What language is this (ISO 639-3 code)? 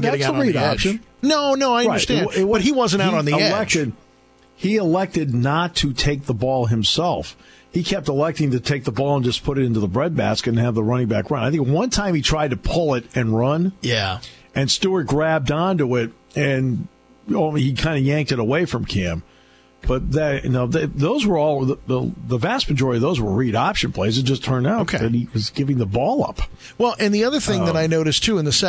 eng